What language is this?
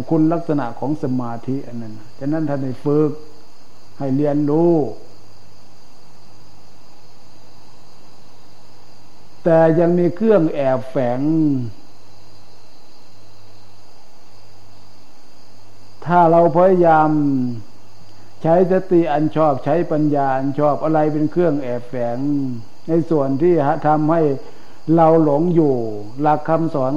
Thai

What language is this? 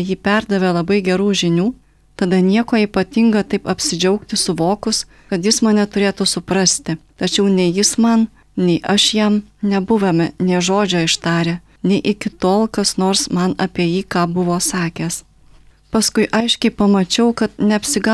Lithuanian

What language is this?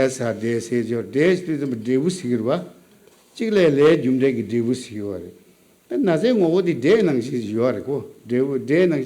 Tibetan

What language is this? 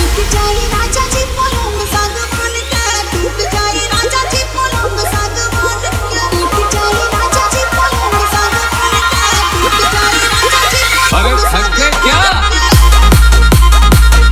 Bhojpuri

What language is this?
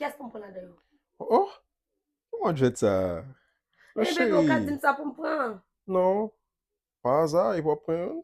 Haitian Creole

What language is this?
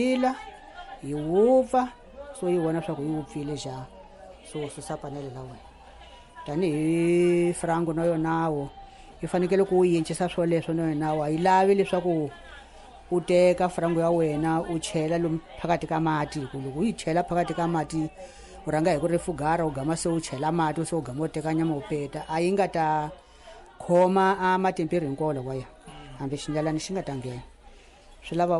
Tsonga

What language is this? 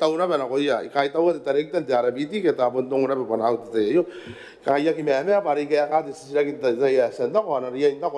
Gilbertese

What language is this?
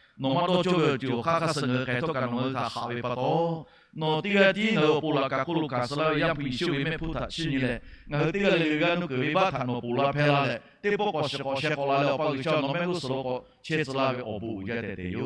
Lahu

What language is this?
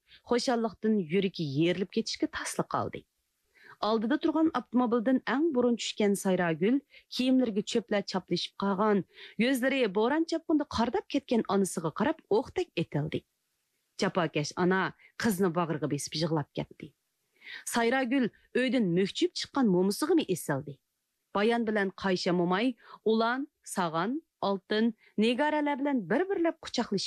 Uyghur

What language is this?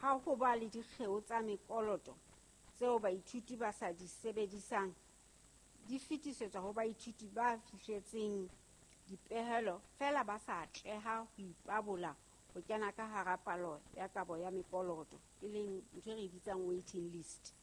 Southern Sotho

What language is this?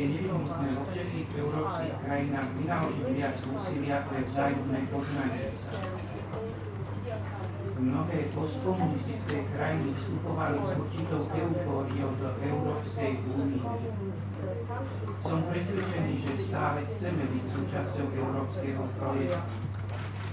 Slovak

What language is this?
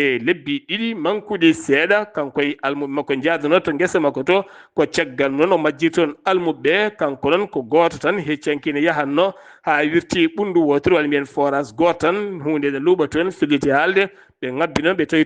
Fula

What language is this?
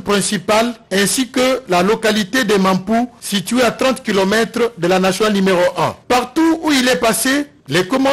French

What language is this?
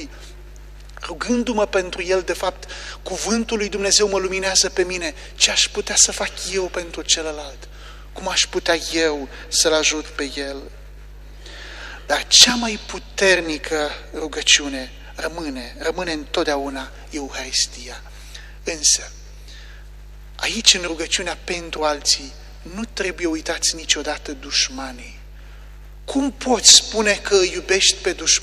Romanian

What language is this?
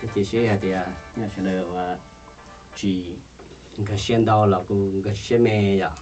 Hmong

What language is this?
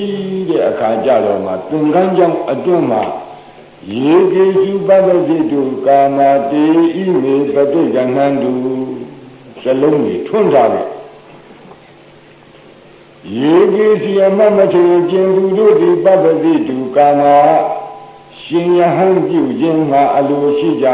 Burmese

